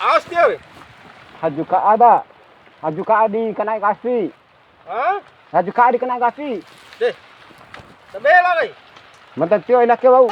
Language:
Bima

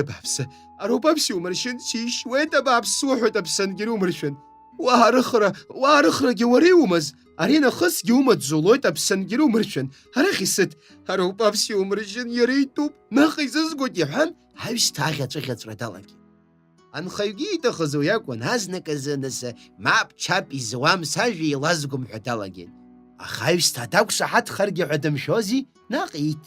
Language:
Abkhazian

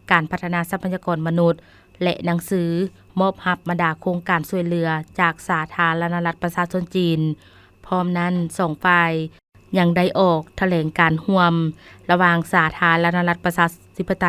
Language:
Lao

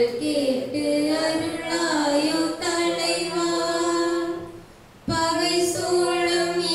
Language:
Tamil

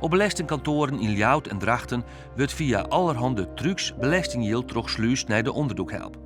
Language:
Western Frisian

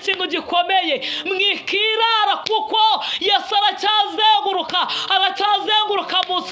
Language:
Kinyarwanda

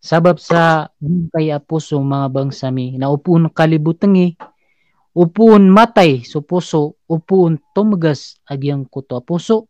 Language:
Maranao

